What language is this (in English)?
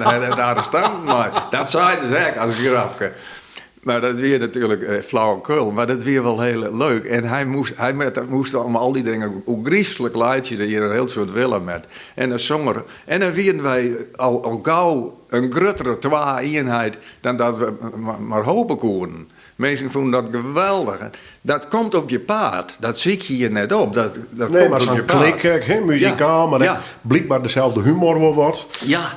Western Frisian